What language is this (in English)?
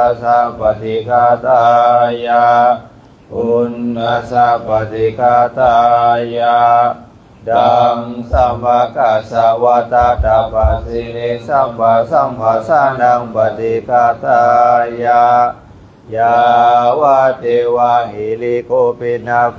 Pali